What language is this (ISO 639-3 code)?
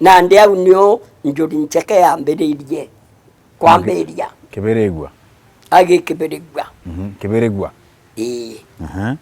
mer